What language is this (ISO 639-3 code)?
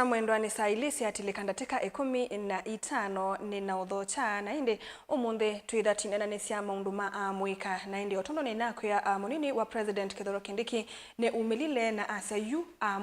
kam